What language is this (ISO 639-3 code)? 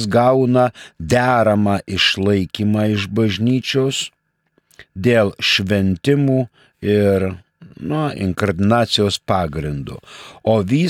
lit